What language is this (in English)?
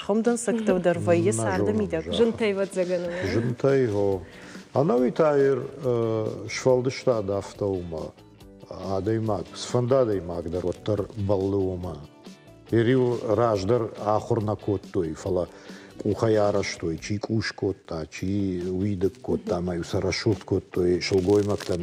Ossetic